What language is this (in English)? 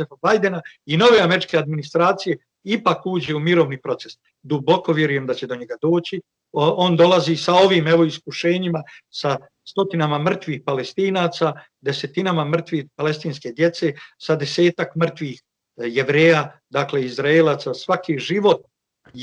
Bosnian